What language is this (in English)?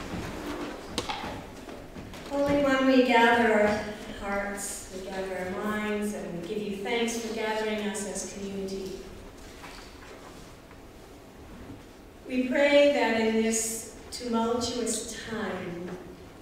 English